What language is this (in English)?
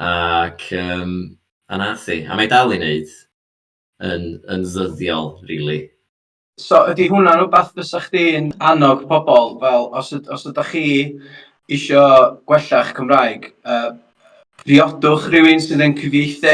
Welsh